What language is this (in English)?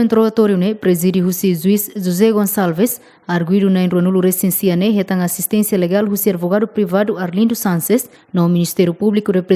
Tetum